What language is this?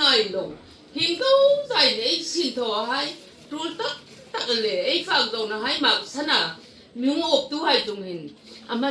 Hmar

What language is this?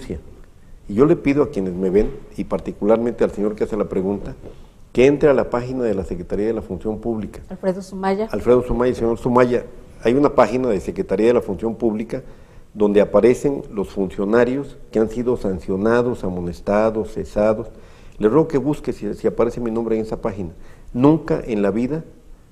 Spanish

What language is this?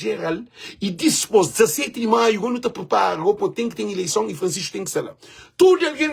Kabuverdianu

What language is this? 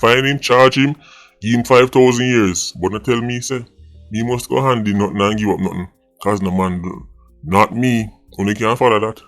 Jamaican Creole English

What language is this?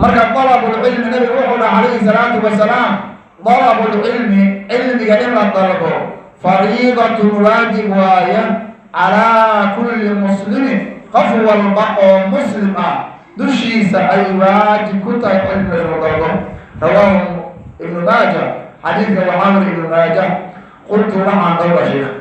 Somali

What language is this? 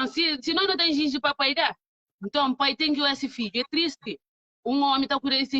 Kabuverdianu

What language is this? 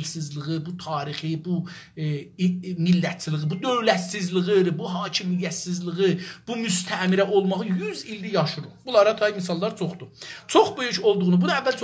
South Azerbaijani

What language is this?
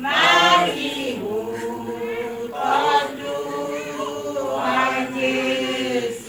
Batak Toba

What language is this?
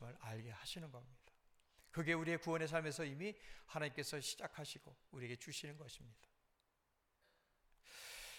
Korean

